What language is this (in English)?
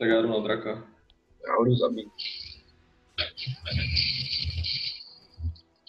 Czech